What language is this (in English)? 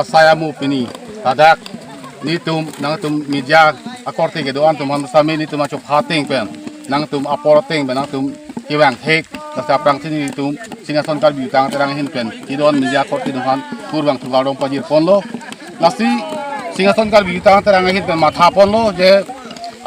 Karbi